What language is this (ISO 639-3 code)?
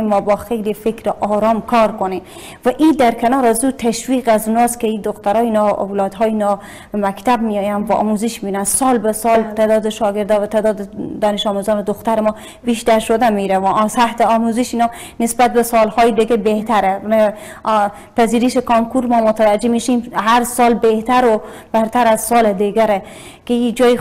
fas